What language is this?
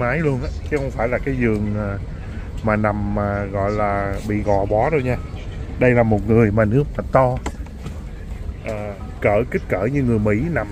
Vietnamese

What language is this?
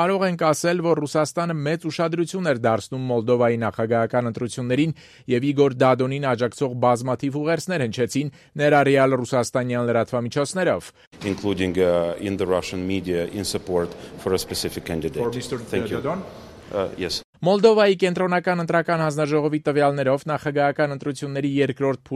Armenian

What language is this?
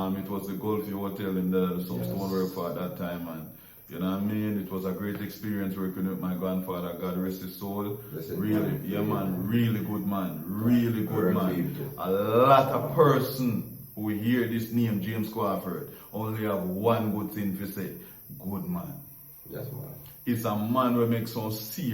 Jamaican Creole English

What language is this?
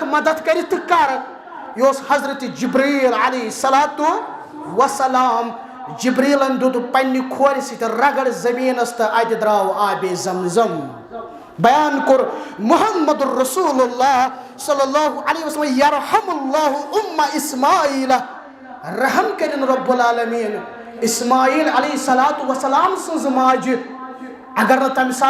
Kashmiri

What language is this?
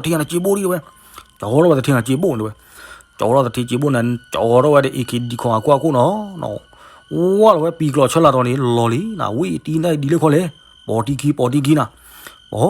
S'gaw Karen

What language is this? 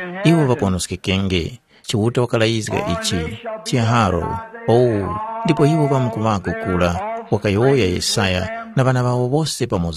Tumbuka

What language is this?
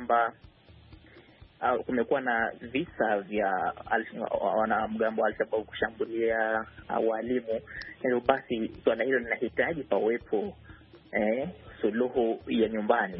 Swahili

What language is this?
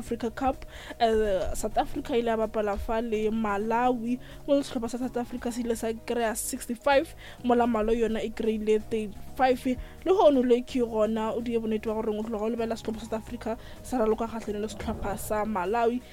Northern Sotho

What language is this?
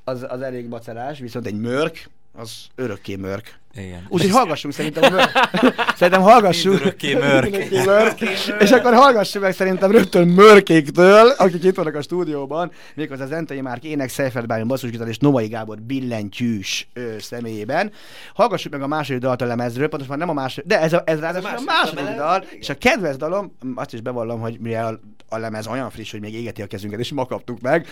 Hungarian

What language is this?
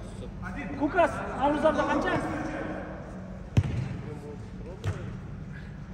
Kazakh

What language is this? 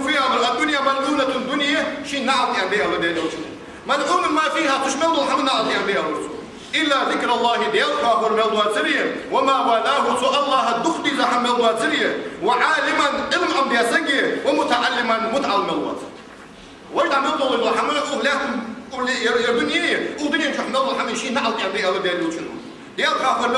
Ingush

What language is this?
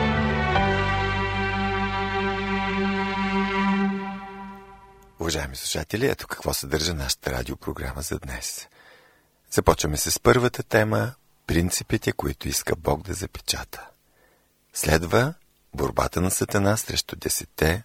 Bulgarian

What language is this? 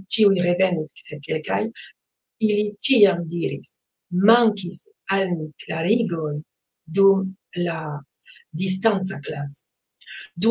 Esperanto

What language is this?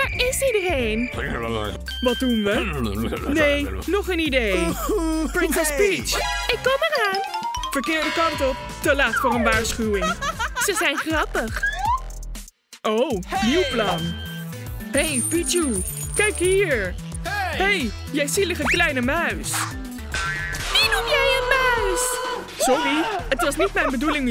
Dutch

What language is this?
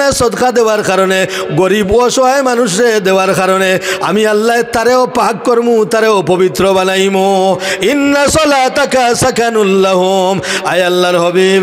Sylheti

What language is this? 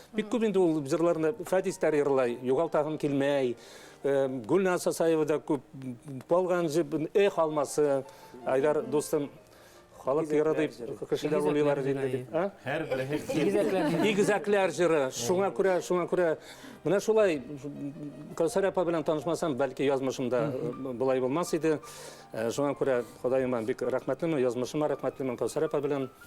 Bashkir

